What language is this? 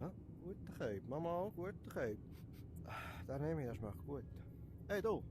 Swiss German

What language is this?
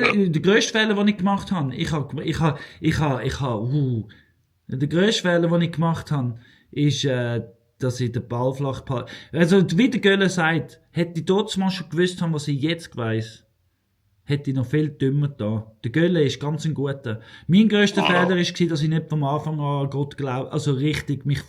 Swiss German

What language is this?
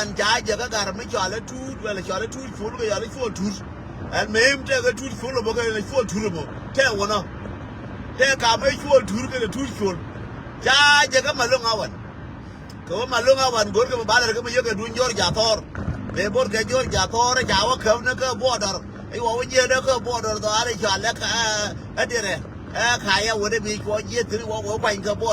Nuer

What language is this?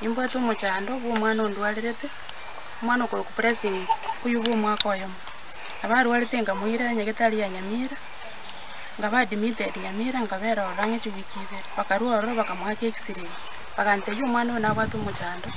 Gusii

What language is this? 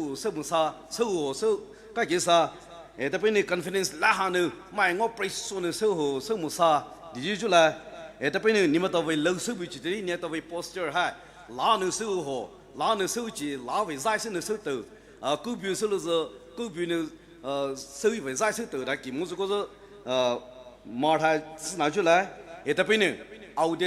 Poumei Naga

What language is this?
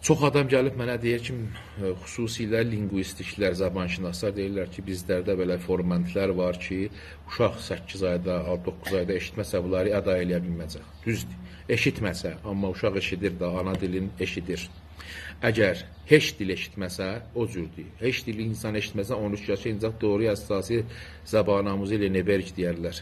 South Azerbaijani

